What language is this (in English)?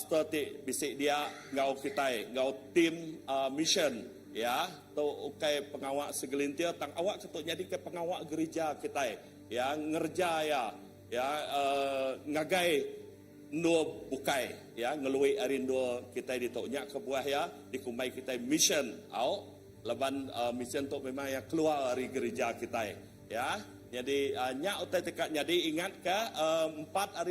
Iban